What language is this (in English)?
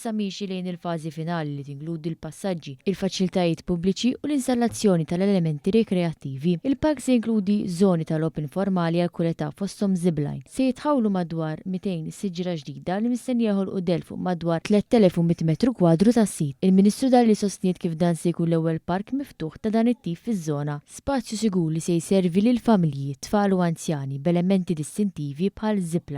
Maltese